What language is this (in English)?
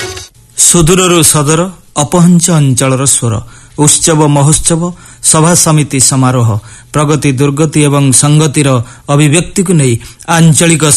Odia